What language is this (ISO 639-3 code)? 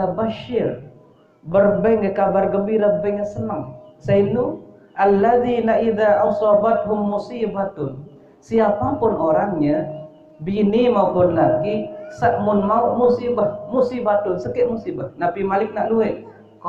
sas